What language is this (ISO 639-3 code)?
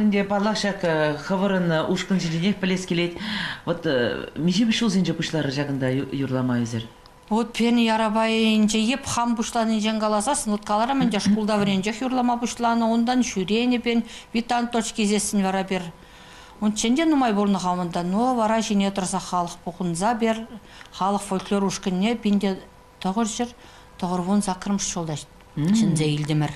chv